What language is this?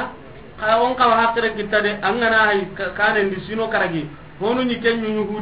Soninke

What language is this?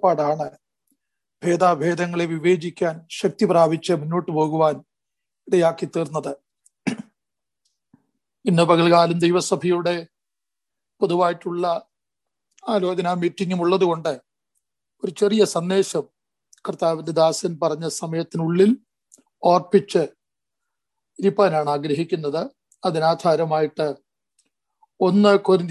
Malayalam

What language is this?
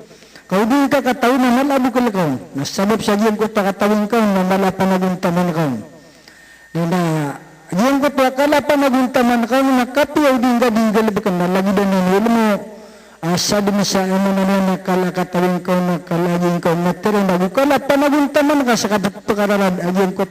Maranao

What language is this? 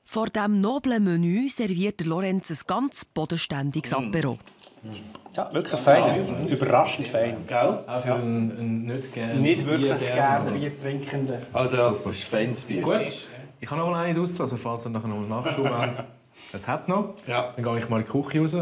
Swiss German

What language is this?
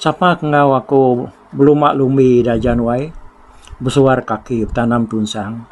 Iban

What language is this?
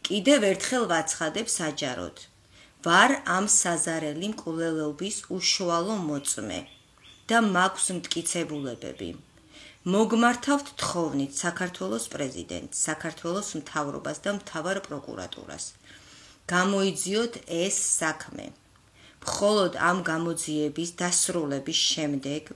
Georgian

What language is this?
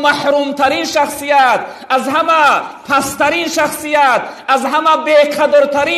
Tajik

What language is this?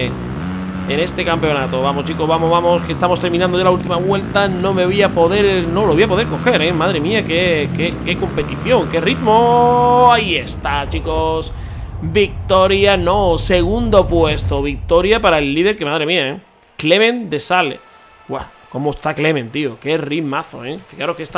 Spanish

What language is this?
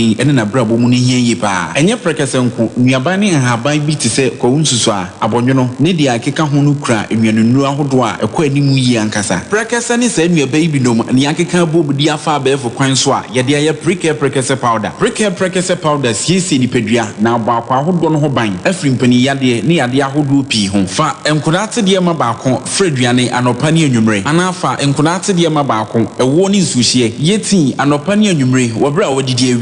Akan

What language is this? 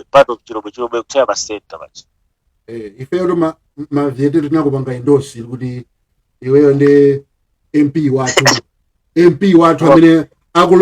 Nyanja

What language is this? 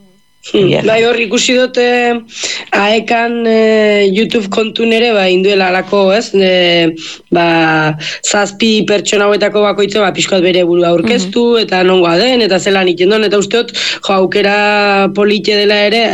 Basque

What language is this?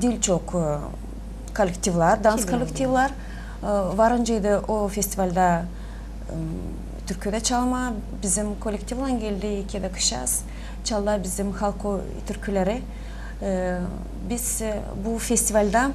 Gagauz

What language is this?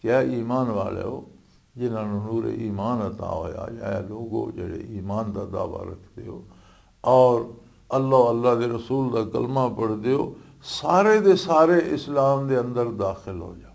Western Panjabi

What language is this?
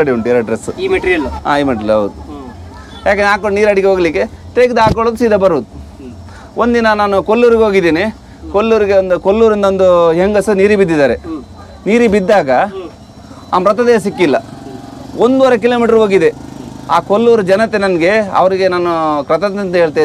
Kannada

